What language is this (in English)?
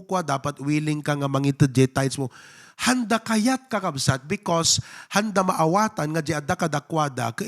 Iloko